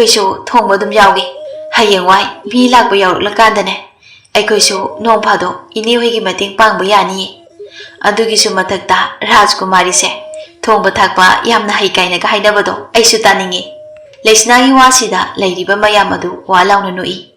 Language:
Manipuri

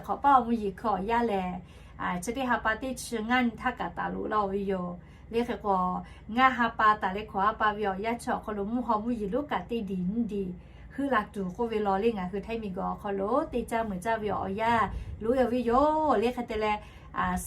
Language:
Lahu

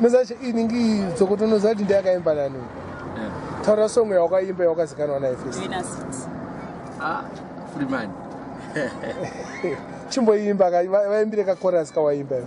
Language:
Shona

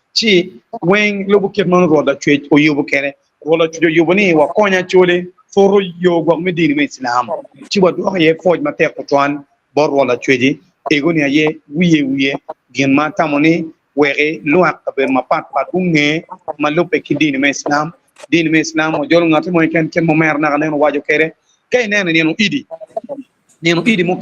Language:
Acoli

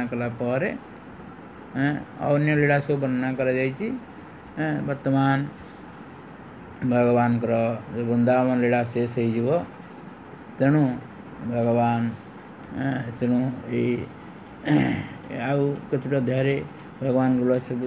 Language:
Odia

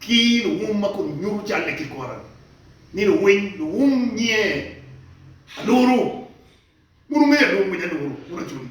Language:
Acoli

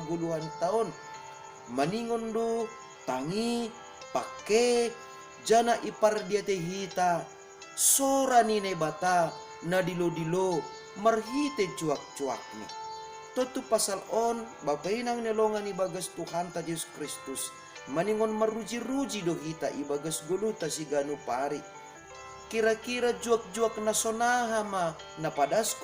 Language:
Batak Simalungun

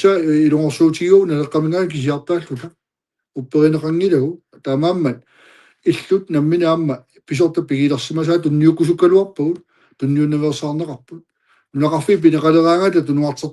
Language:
Kalaallisut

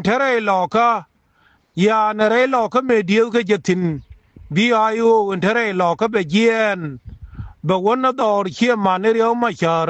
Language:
Nuer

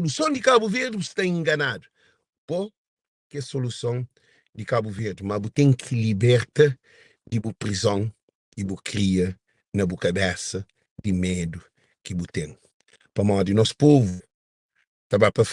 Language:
Kabuverdianu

